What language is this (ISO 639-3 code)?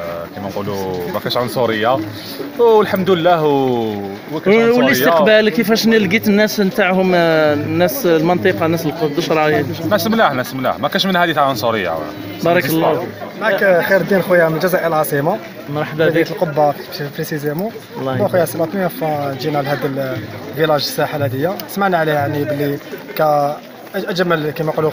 arq